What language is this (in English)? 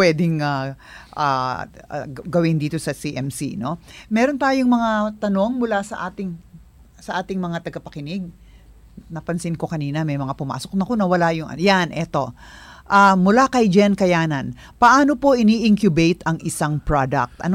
Filipino